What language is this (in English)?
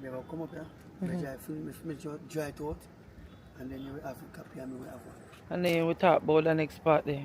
Jamaican Creole English